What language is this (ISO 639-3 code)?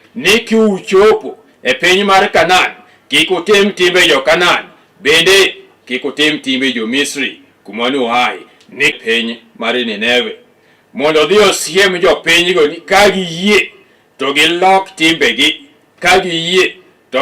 luo